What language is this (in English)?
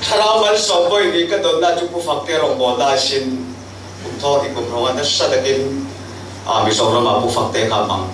Falam Chin